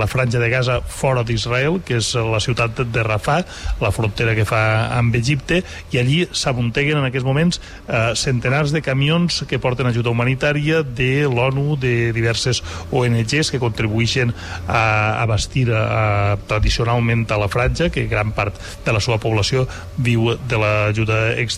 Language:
Catalan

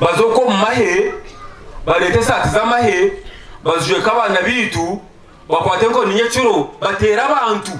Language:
Nyankole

